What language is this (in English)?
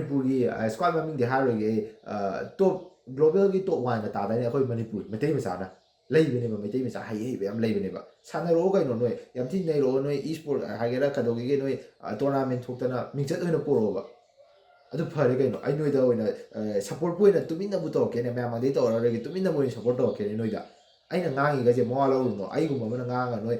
Manipuri